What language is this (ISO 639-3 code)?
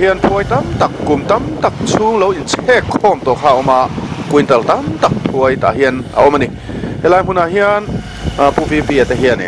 lus